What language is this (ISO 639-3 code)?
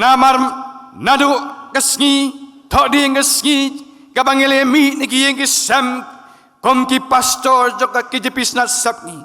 kha